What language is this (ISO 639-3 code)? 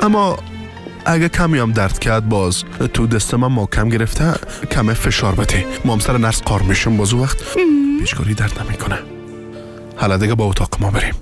fas